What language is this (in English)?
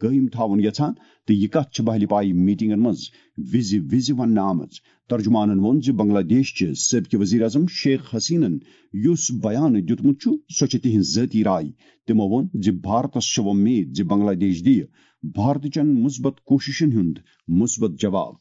Kashmiri